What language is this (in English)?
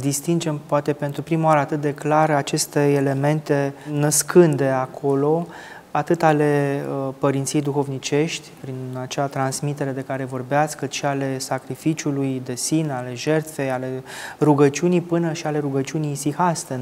Romanian